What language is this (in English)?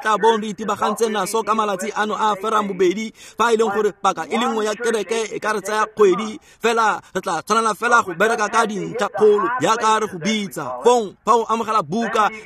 Tswana